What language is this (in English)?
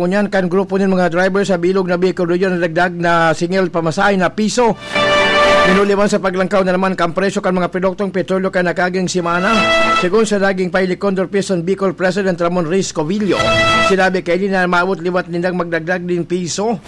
Bikol